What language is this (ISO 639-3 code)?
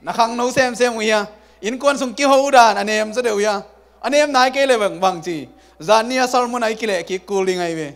ctd